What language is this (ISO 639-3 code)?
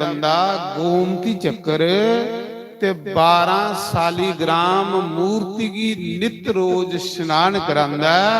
doi